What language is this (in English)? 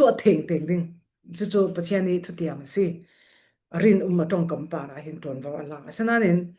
Falam Chin